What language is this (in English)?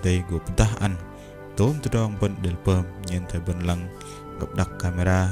Bahnar